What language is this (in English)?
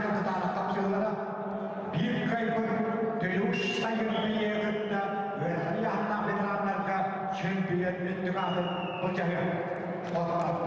Yakut